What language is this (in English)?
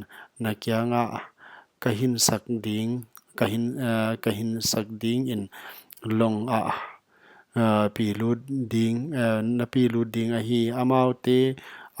Paite Chin